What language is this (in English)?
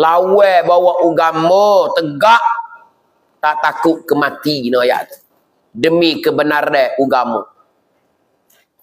Pattani Malay